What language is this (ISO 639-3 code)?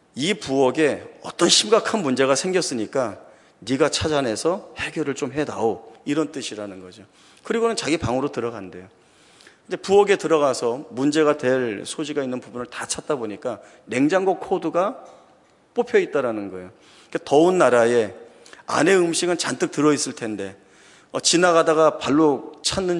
kor